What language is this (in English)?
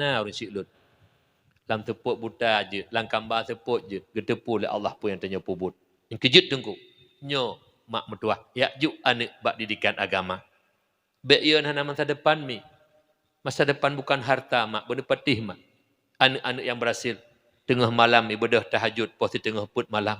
Achinese